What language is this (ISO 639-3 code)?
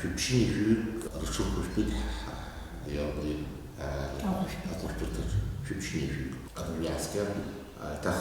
abk